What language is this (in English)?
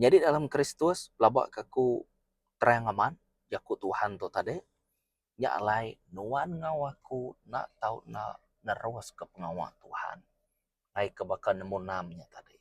Iban